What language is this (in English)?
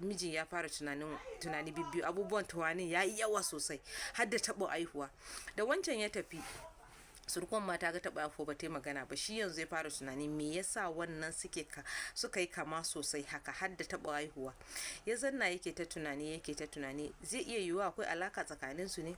Hausa